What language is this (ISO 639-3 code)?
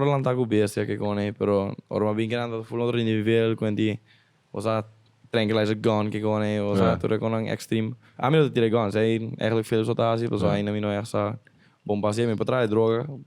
pap